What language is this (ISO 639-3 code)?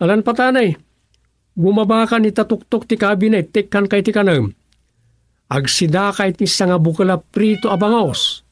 ilo